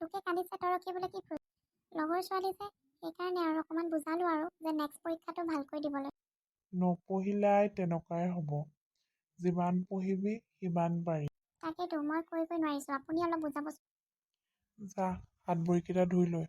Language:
Assamese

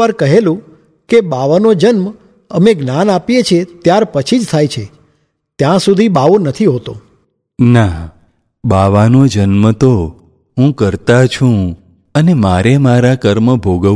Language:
Gujarati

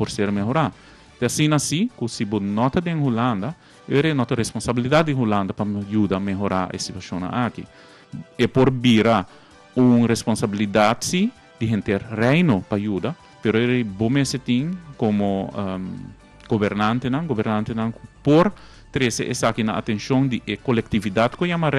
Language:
Papiamento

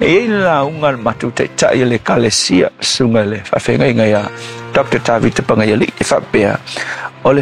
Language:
Samoan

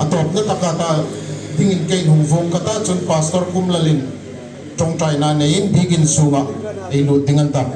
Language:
Hmar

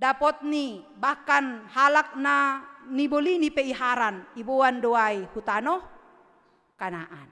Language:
Batak Simalungun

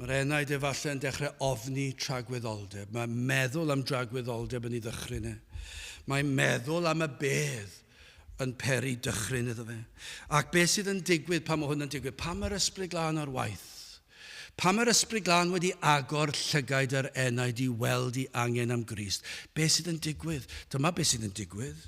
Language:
Welsh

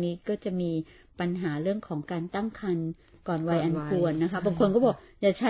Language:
Thai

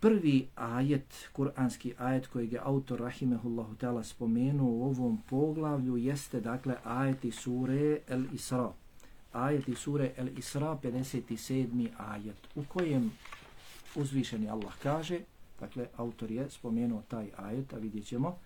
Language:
Bosnian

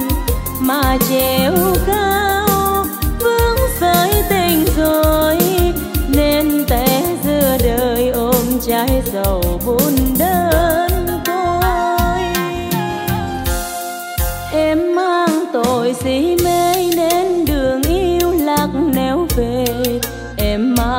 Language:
Vietnamese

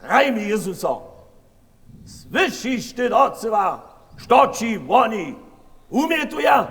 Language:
Upper Sorbian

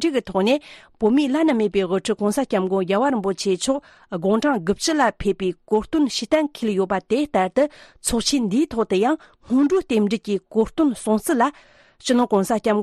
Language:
Tibetan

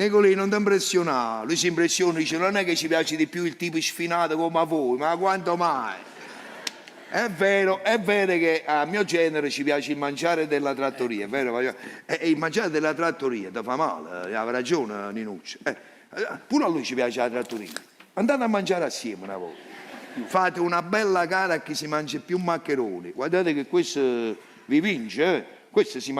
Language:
Neapolitan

